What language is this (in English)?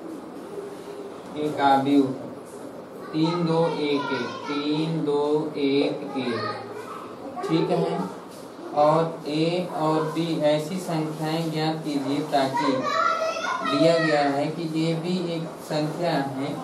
Hindi